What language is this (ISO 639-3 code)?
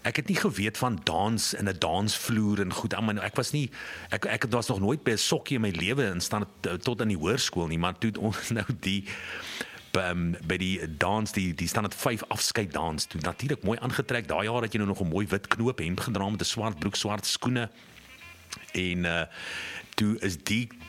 afr